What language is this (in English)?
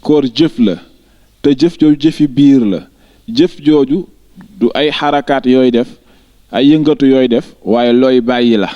Wolof